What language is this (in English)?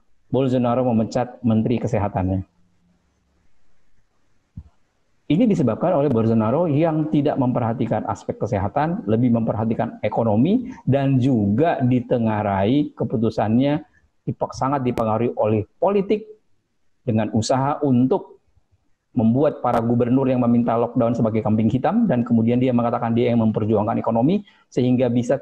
Indonesian